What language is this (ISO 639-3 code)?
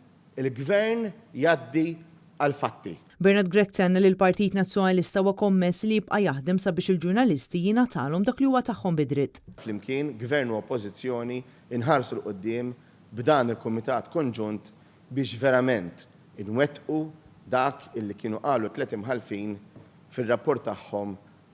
mlt